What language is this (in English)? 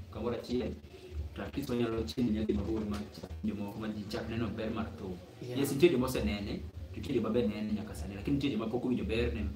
Luo (Kenya and Tanzania)